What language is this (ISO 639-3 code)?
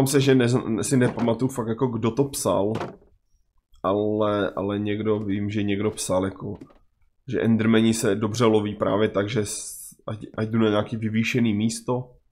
ces